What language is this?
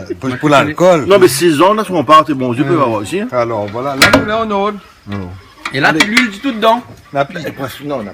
Réunion Creole French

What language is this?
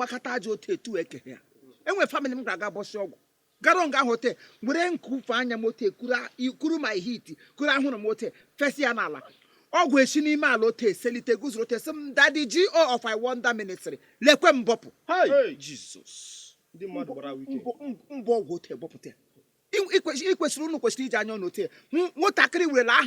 Igbo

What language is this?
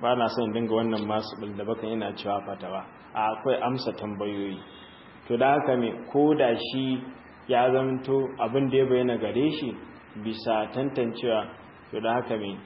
Hausa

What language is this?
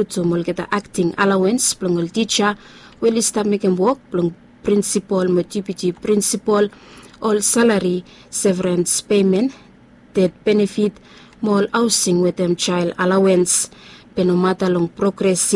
Bislama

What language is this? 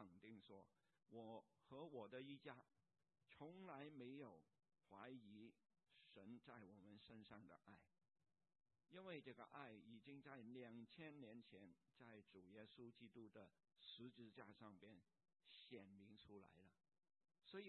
Chinese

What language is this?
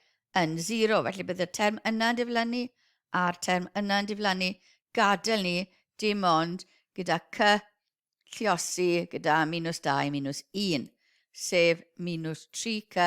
Welsh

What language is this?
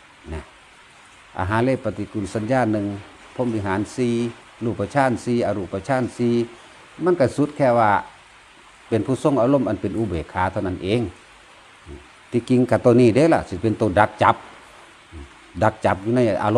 Northeastern Thai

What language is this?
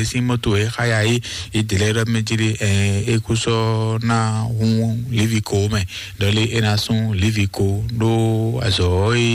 Fon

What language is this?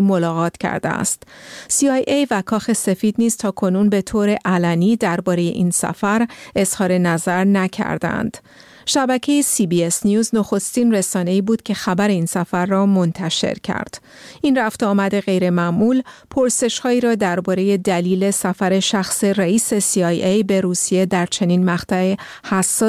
Persian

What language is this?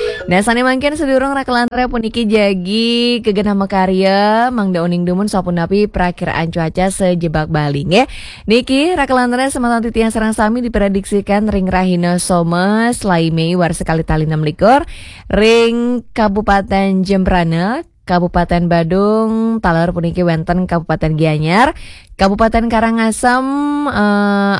Balinese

